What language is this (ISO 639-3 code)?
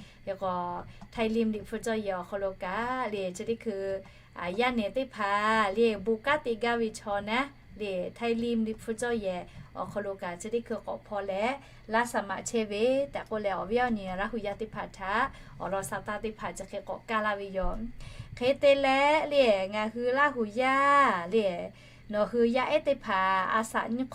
lhu